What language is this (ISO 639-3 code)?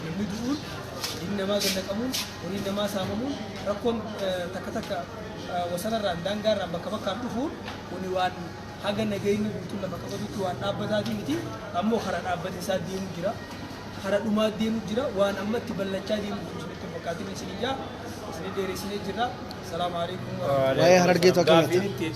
orm